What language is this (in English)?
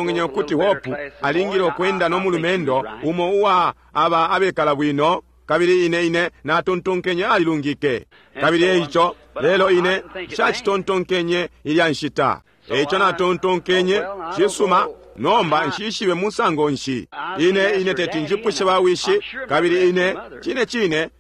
Bemba